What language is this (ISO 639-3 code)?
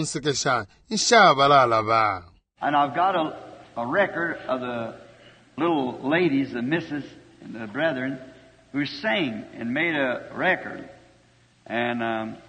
bem